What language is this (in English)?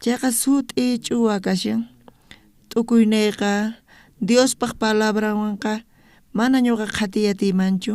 South Bolivian Quechua